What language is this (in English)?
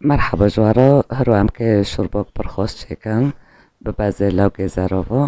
Kurdish